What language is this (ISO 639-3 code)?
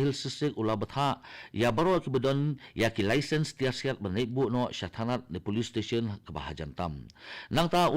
kha